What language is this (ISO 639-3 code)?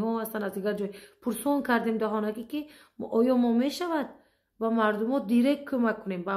tgk